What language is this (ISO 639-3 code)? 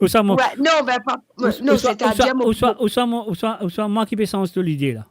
mfe